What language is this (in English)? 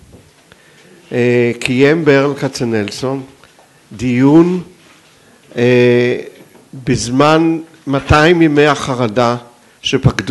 Hebrew